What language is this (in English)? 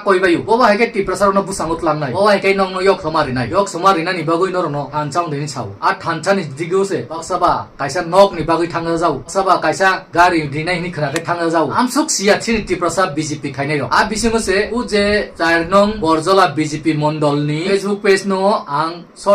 Kok Borok